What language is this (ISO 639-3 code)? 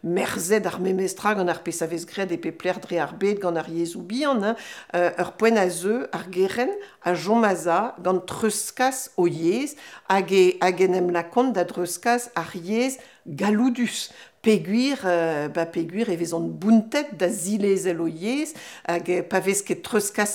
bre